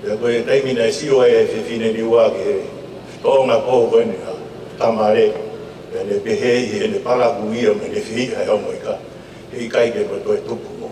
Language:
Tongan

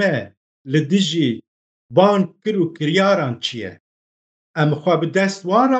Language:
Kurdish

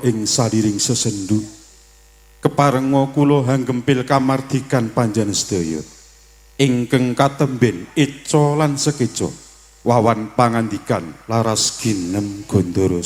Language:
Javanese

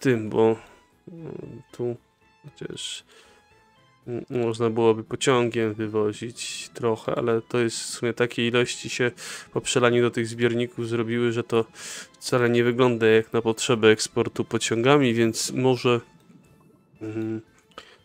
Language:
Polish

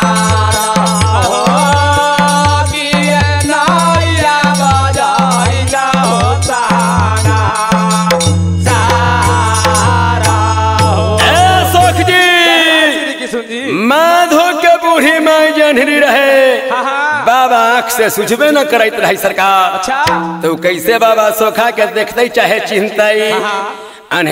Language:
Bhojpuri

